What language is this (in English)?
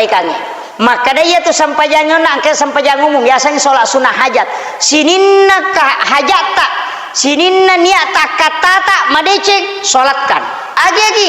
Buginese